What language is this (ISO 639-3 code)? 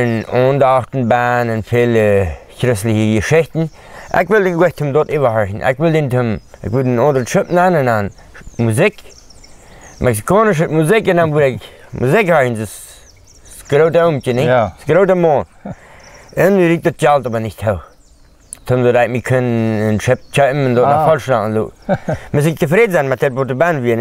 pdt